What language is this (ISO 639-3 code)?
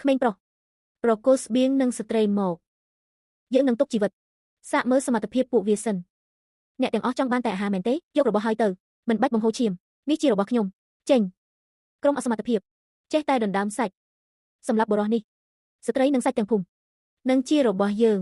khm